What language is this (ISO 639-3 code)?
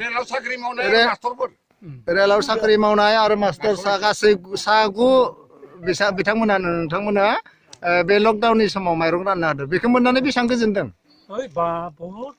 brx